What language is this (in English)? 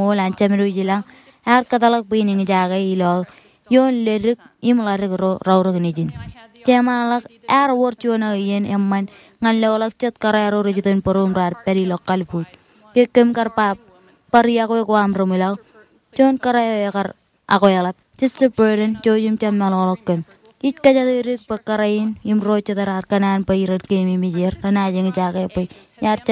Marshallese